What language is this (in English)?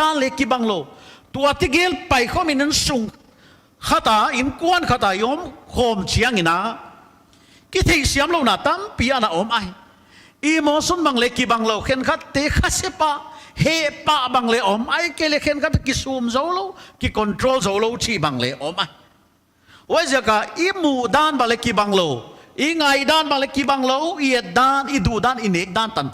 Paite Chin